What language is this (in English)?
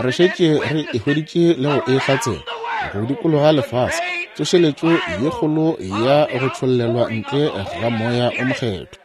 Northern Sotho